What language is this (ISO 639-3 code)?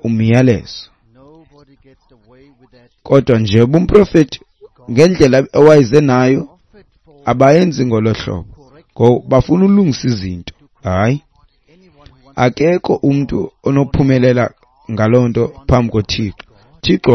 xho